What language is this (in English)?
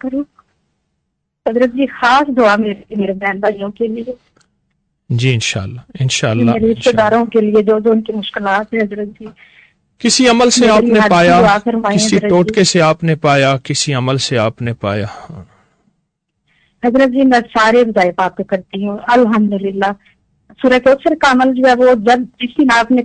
Urdu